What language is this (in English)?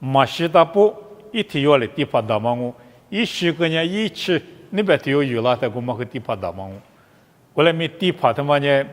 Lisu